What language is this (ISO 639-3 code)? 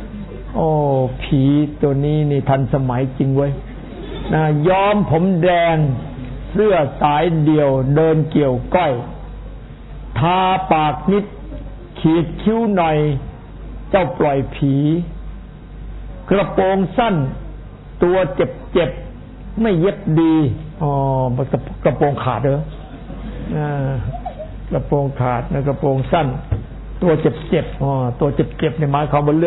tha